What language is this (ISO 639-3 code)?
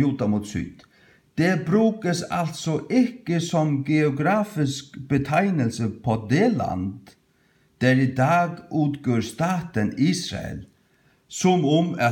fao